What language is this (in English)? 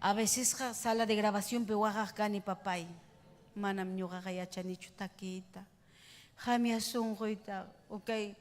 Ayacucho Quechua